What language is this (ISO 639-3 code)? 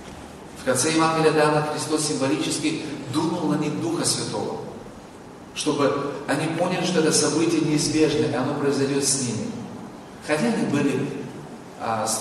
rus